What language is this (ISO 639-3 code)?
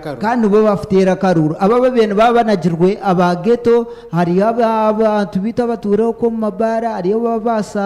nyn